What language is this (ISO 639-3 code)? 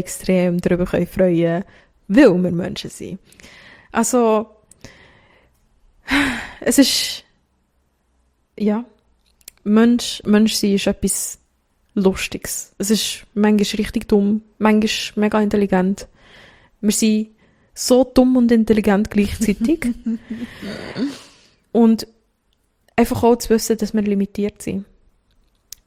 deu